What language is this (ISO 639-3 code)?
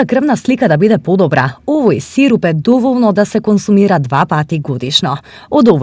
mkd